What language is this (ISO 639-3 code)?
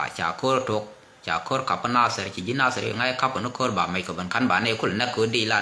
nus